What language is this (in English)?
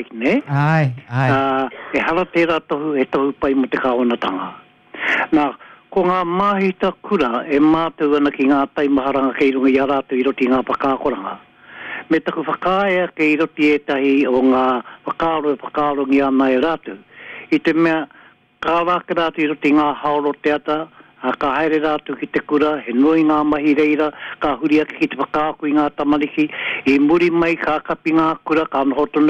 Māori